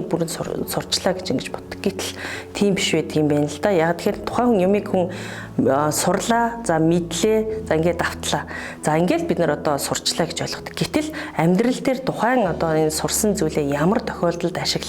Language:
Mongolian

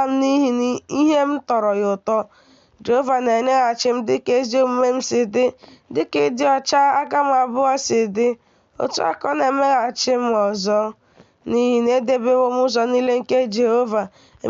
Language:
Igbo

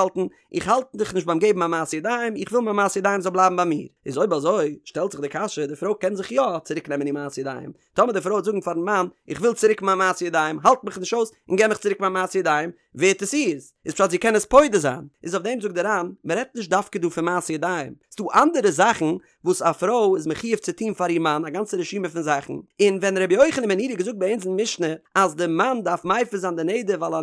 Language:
Yiddish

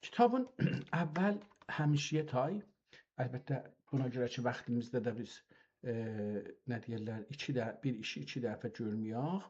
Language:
South Azerbaijani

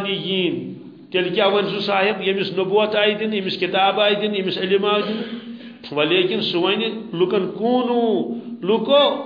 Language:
Kashmiri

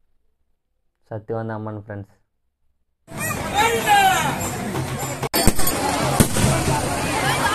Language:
Tamil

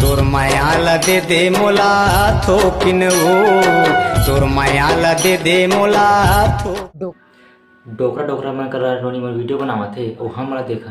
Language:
Chhattisgarhi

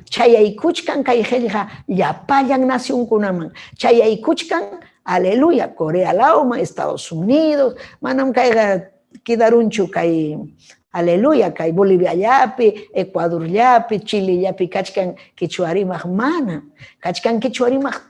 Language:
Ayacucho Quechua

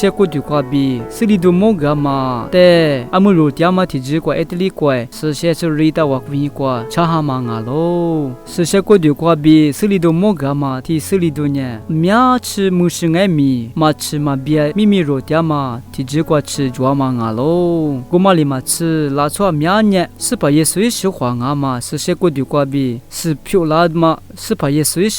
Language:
Lisu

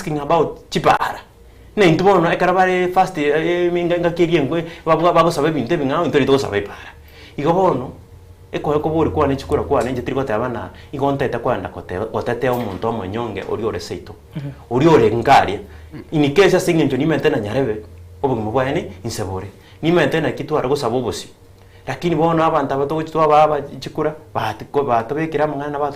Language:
Gusii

